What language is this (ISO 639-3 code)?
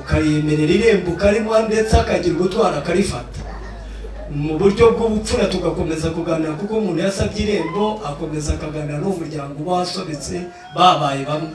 kin